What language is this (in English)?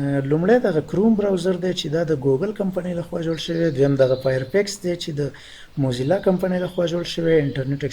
Pashto